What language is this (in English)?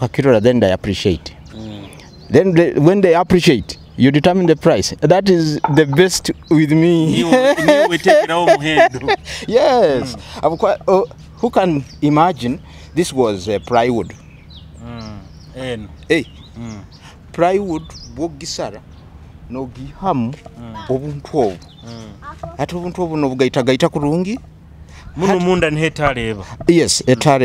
Nyoro